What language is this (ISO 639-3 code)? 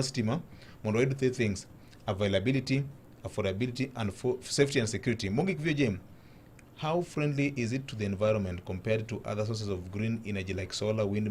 luo